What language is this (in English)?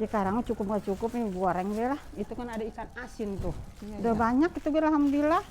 Betawi